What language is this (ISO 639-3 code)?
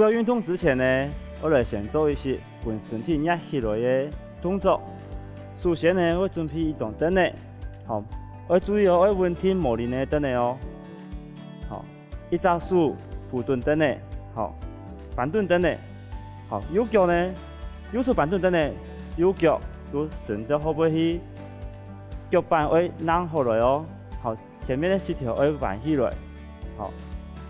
hak